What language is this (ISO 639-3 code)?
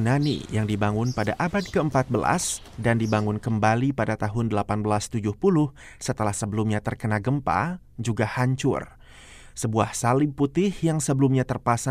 ind